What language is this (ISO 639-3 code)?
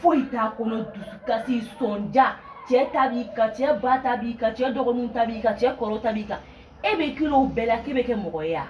bam